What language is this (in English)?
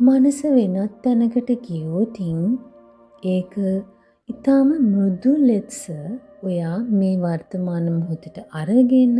Sinhala